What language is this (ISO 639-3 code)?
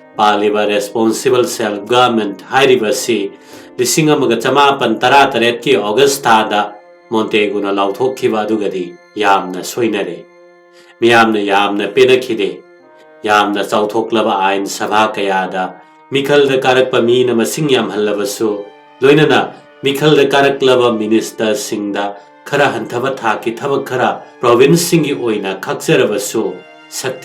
mni